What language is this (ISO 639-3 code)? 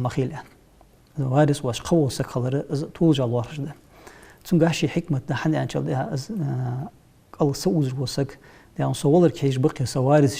inh